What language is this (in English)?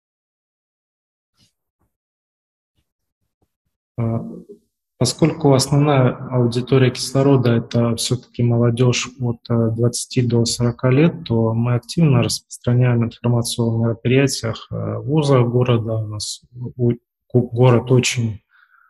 Russian